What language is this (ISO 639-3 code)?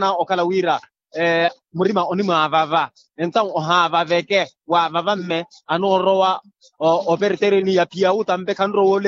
vmw